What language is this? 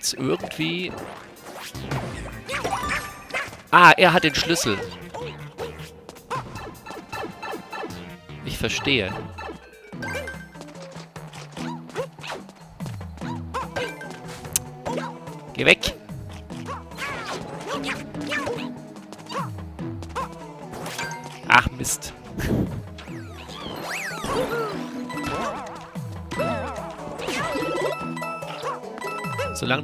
German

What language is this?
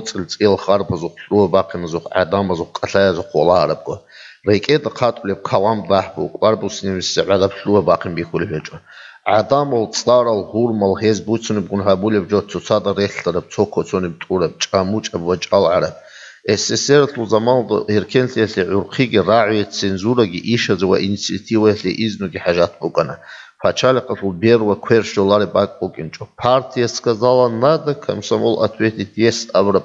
Avaric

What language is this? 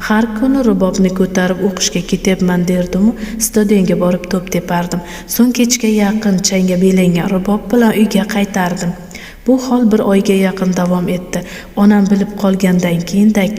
Uzbek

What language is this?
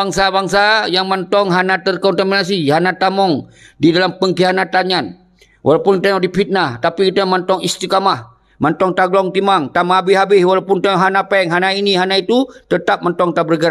Achinese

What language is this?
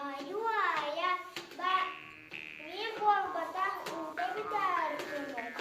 Yakut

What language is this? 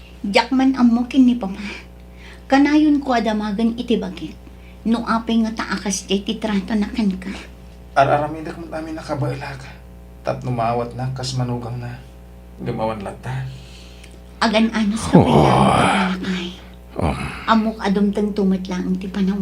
Iloko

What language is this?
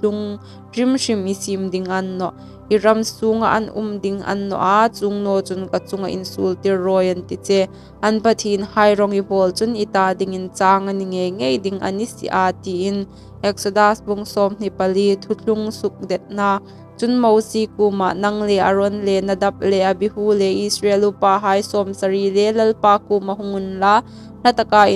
Hmar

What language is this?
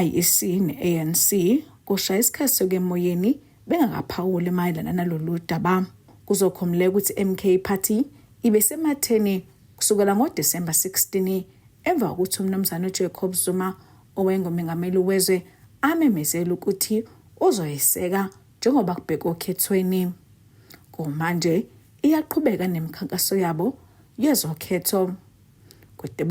Zulu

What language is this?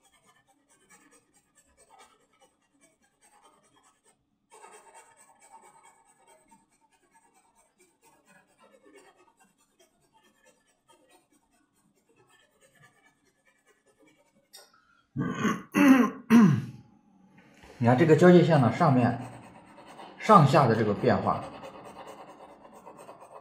Chinese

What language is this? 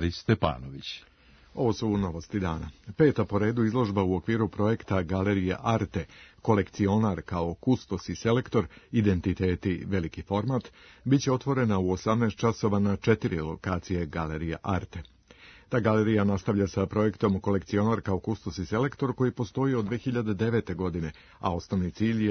Serbian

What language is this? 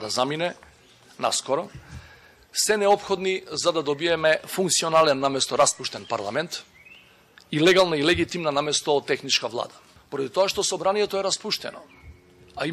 Macedonian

